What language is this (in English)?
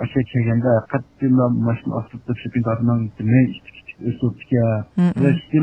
Uyghur